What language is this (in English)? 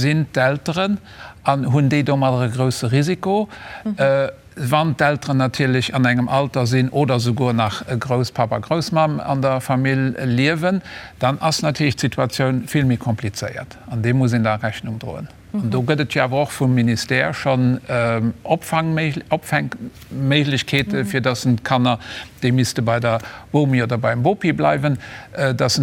Luxembourgish